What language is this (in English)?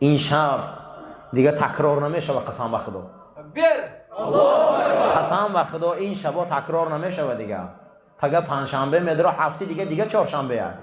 Tajik